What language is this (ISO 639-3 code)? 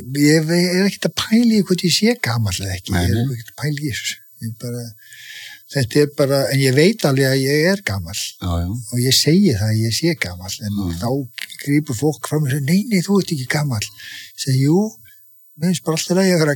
isl